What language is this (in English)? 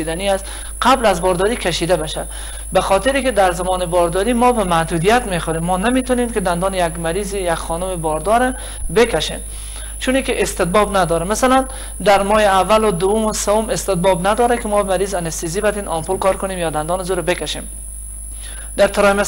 Persian